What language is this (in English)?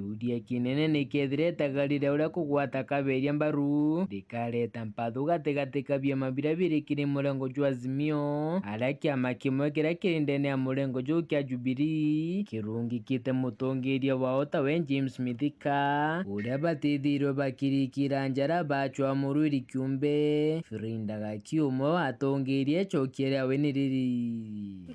Meru